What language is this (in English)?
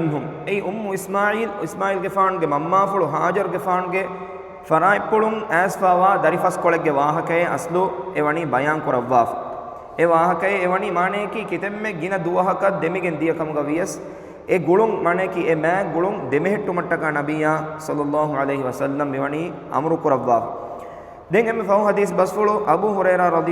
Divehi